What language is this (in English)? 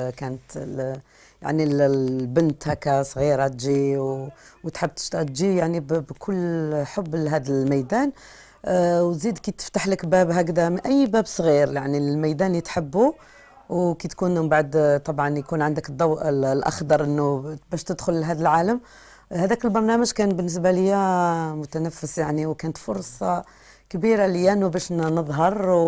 Algerian Arabic